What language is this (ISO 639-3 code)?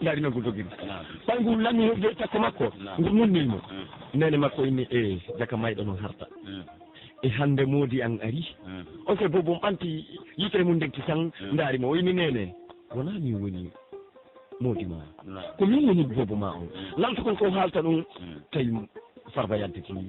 fuf